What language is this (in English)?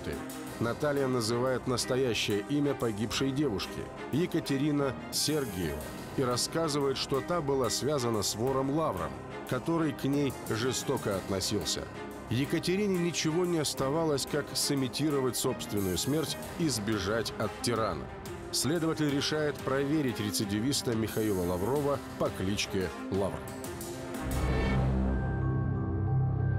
Russian